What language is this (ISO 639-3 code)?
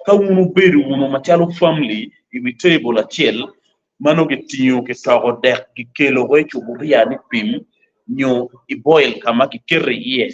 ach